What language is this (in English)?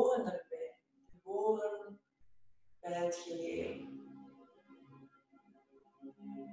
Dutch